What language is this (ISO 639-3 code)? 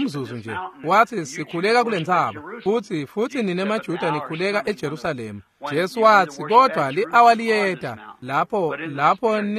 ssw